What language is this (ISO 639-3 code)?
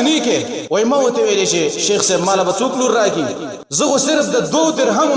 pus